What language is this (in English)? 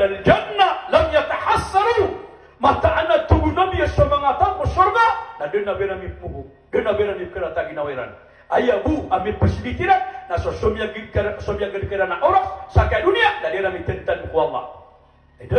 Maranao